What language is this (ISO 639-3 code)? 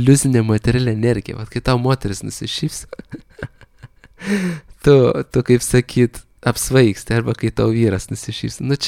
lit